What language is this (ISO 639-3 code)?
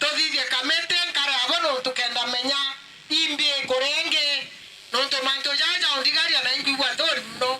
mer